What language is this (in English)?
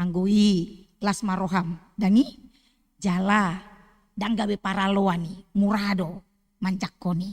Batak Toba